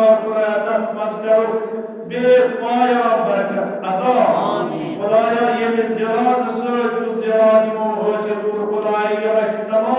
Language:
Kashmiri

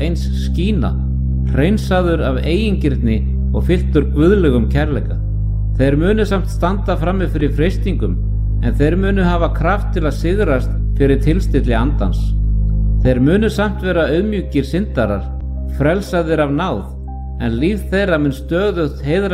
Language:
Icelandic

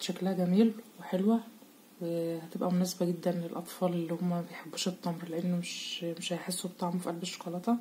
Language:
Egyptian Arabic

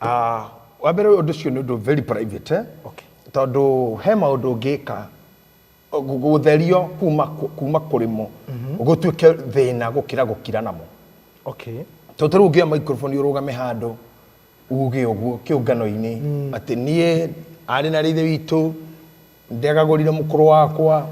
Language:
Kikuyu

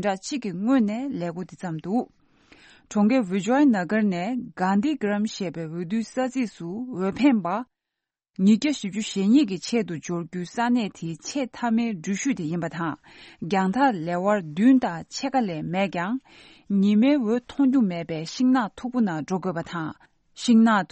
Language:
Tibetan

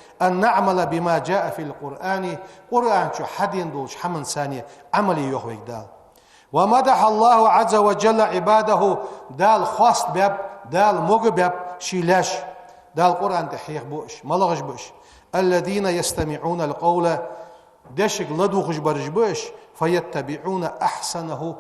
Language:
Ingush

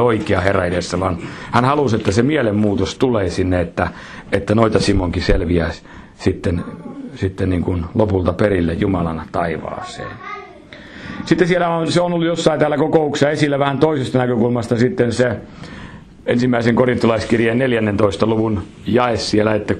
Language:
Finnish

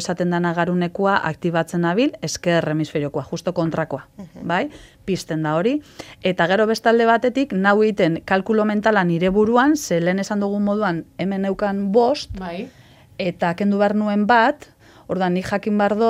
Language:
Basque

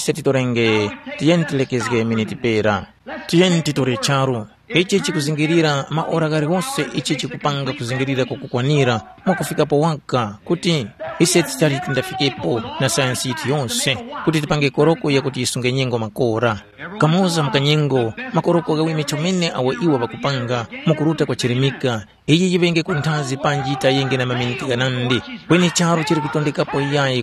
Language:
Tumbuka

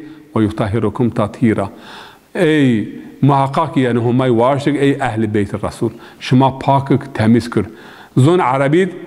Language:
Zaza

